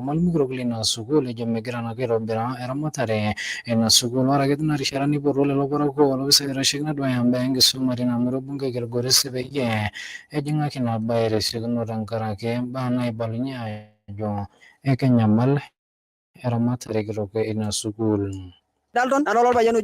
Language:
Masai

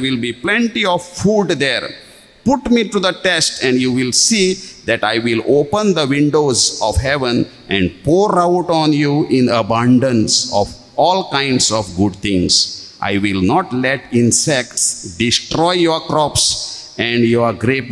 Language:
Konkani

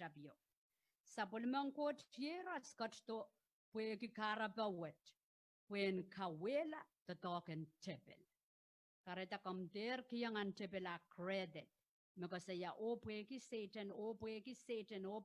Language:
Pohnpeian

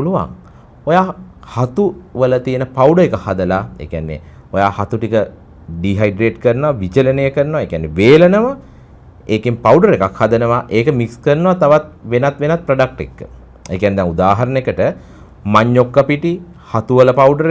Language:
Sinhala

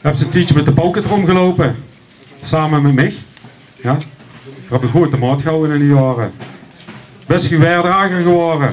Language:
Limburgish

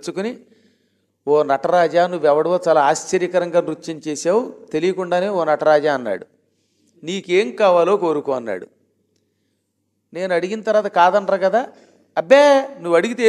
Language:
Telugu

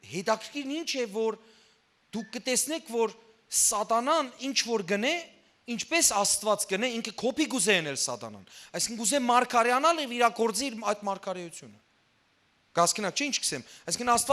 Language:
Western Armenian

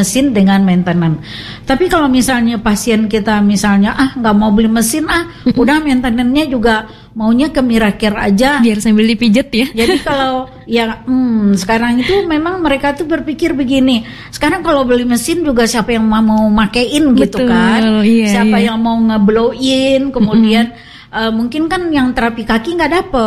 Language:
Indonesian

